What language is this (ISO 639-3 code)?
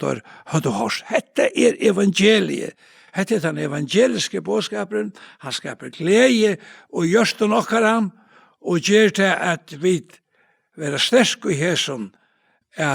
fao